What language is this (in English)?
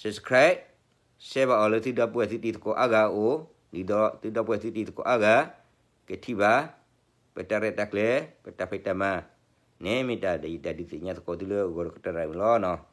S'gaw Karen